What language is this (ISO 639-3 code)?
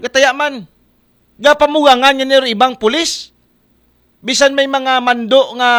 akl